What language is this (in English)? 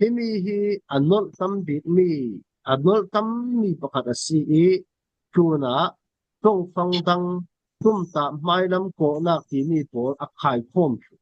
Falam Chin